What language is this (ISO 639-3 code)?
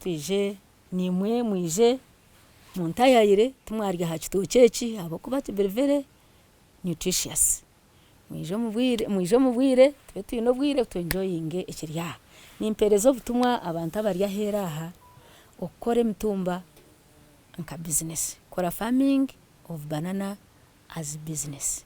nyn